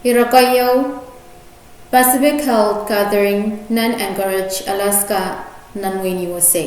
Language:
Pohnpeian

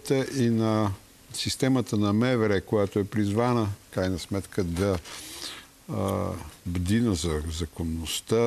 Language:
Bulgarian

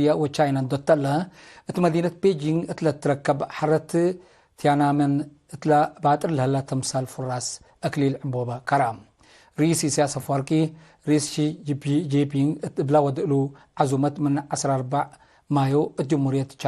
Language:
Tigre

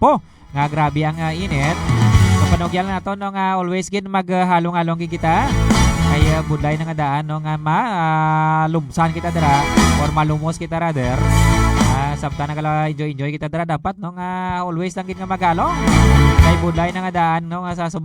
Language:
Hiligaynon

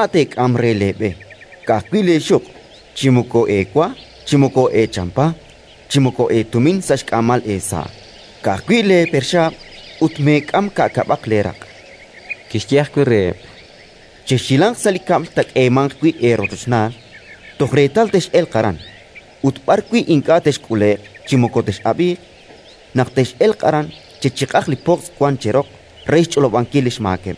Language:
Kekchí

